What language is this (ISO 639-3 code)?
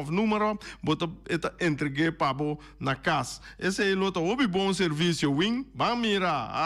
pap